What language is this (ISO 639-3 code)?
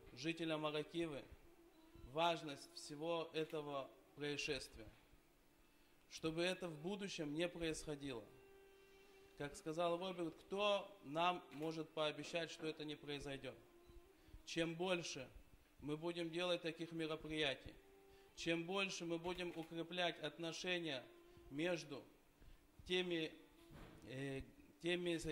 rus